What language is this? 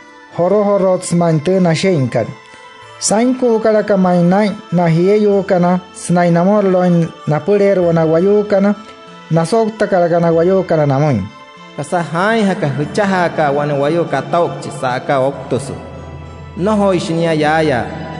Wayuu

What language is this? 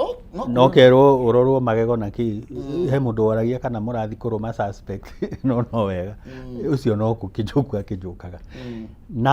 Kikuyu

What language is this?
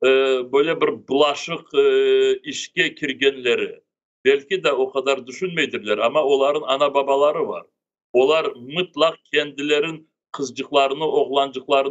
Crimean Tatar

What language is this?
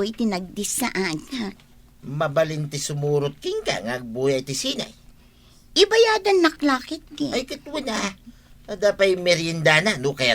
Iloko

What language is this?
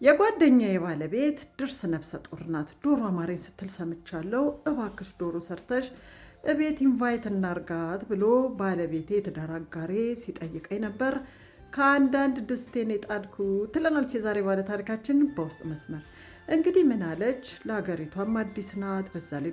Amharic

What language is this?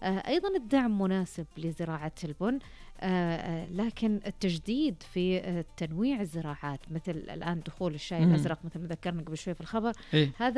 Najdi Arabic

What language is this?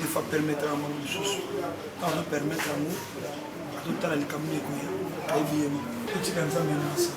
Lingala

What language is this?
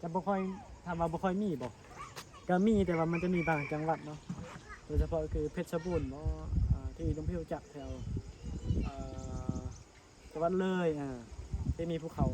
Northeastern Thai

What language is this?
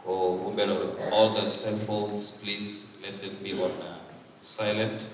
Venda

